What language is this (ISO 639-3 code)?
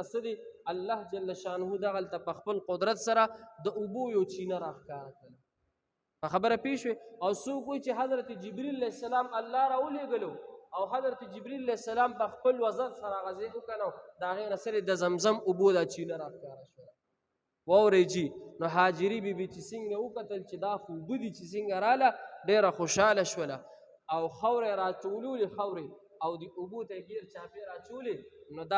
pus